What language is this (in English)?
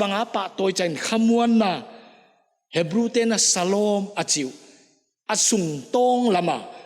Paite Chin